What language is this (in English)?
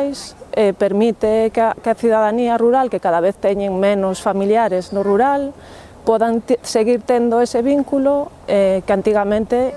Galician